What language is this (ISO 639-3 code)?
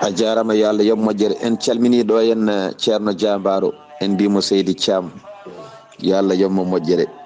ful